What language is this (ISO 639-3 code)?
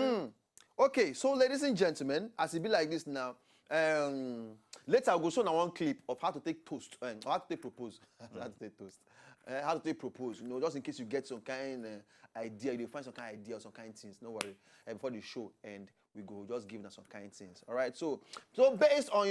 pcm